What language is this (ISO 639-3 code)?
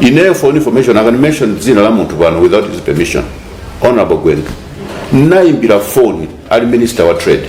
nya